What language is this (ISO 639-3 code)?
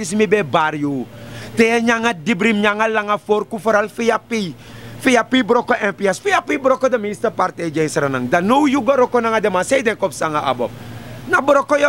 srn